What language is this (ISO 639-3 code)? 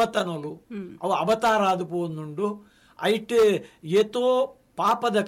tcy